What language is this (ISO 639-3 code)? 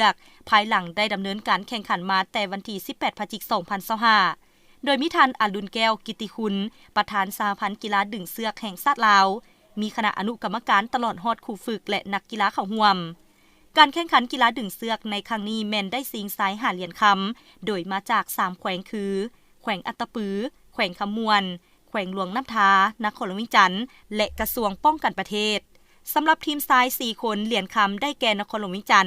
lao